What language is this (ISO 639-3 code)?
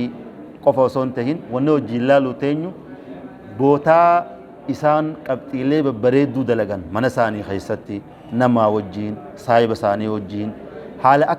orm